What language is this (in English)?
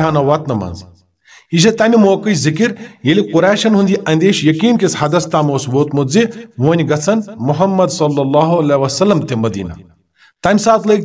Kashmiri